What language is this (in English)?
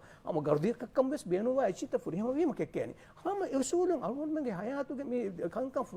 Divehi